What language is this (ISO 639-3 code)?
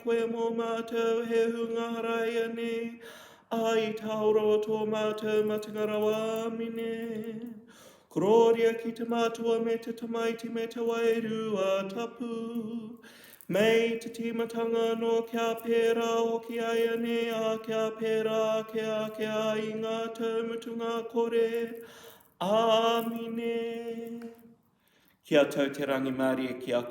mri